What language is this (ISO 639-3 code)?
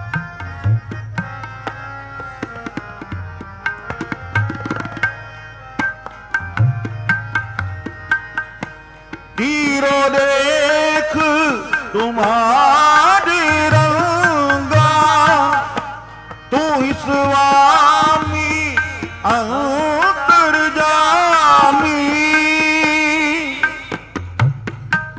pan